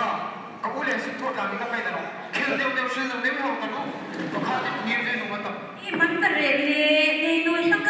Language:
Hmar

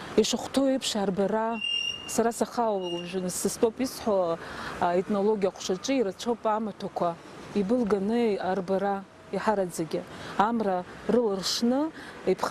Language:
Abkhazian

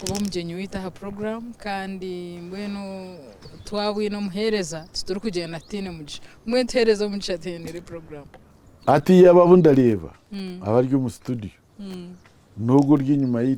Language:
Nyankole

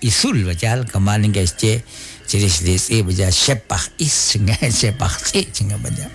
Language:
Kekchí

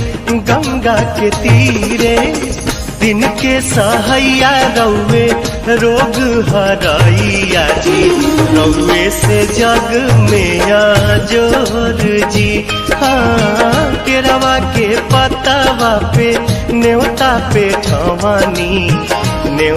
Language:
Bhojpuri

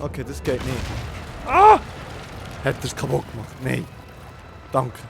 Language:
Swiss German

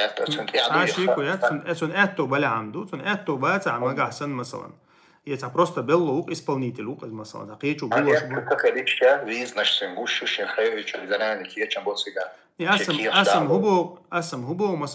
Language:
Chechen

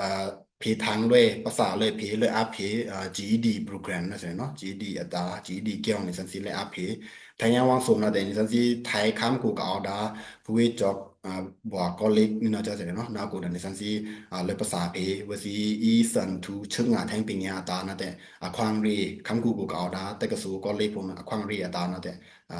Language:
Pa'o Karen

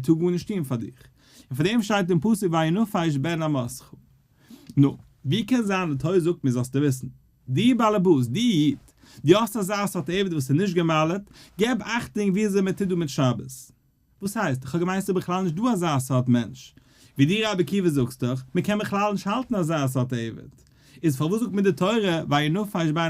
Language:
Yiddish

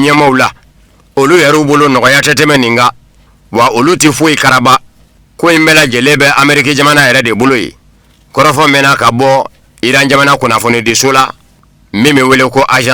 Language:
Bambara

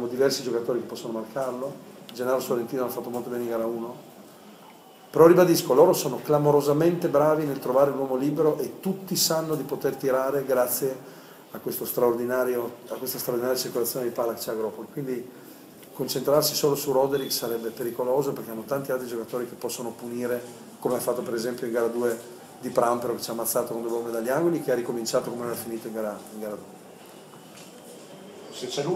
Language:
Italian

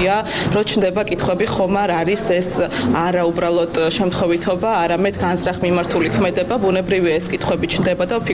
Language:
Georgian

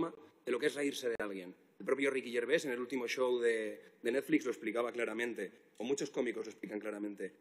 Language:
Spanish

